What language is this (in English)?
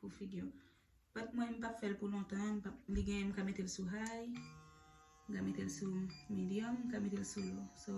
Haitian Creole